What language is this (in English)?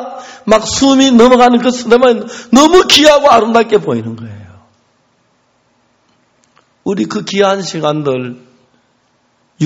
Korean